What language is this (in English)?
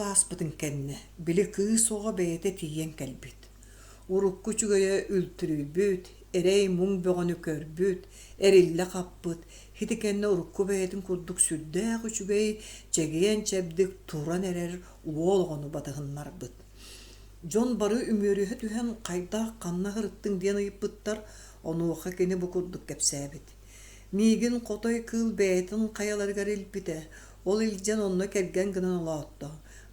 Yakut